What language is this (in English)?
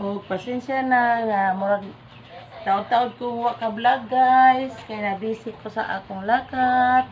Cebuano